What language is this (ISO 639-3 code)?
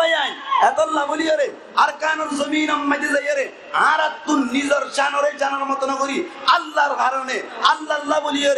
rhg